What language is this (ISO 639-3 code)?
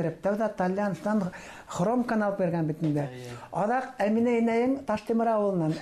bak